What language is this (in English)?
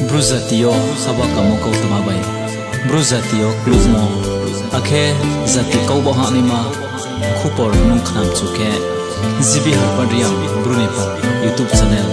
Riang (India)